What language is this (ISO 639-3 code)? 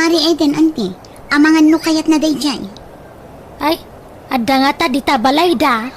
ilo